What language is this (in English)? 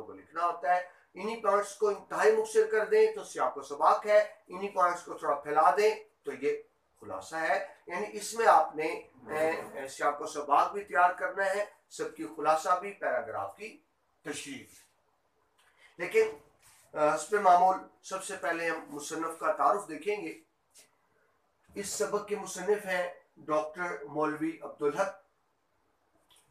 Urdu